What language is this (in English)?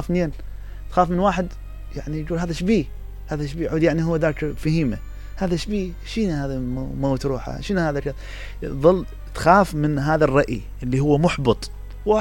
Mesopotamian Arabic